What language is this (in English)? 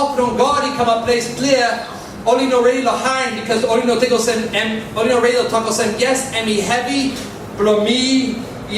Tok Pisin